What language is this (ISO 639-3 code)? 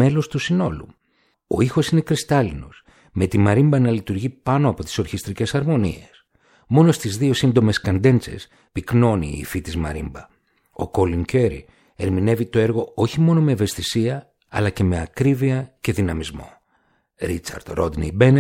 ell